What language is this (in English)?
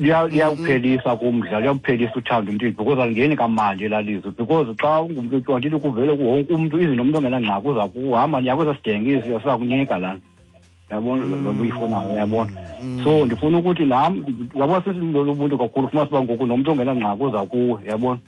Xhosa